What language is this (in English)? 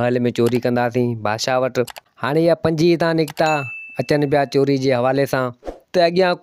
Sindhi